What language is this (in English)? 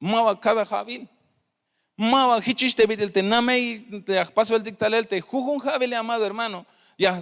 Tzeltal